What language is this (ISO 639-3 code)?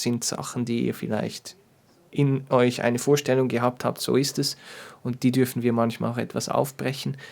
gsw